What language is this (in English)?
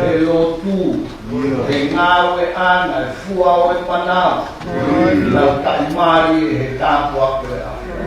Tongan